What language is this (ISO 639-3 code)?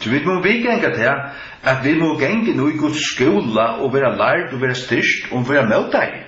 fao